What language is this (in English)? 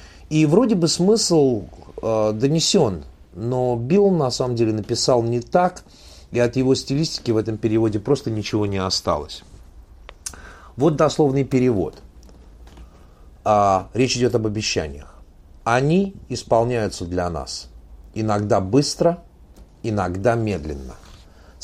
Russian